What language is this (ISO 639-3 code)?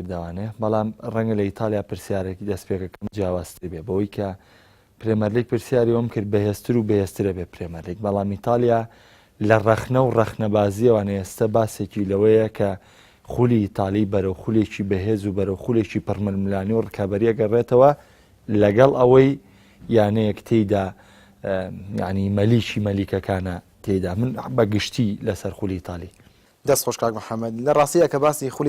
ckb